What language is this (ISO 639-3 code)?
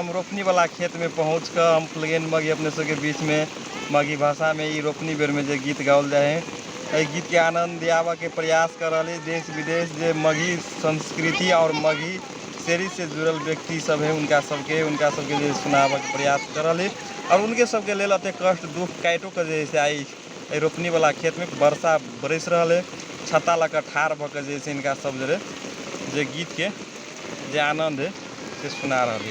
mag